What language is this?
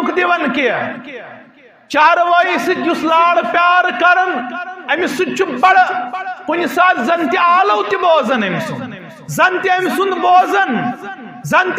Kashmiri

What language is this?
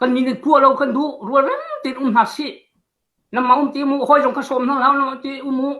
Hakha Chin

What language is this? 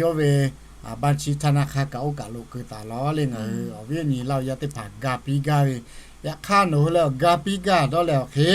Lahu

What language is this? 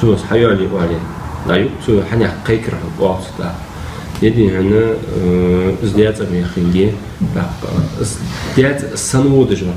Ingush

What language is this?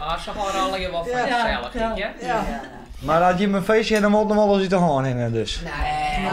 Western Frisian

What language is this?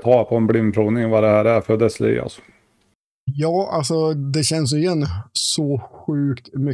Swedish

